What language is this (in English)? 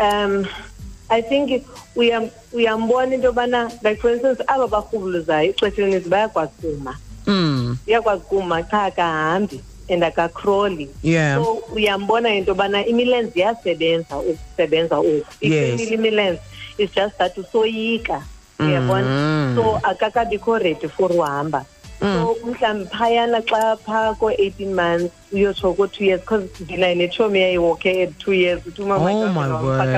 Xhosa